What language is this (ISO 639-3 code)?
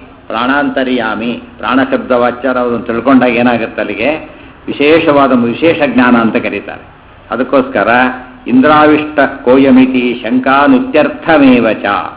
kan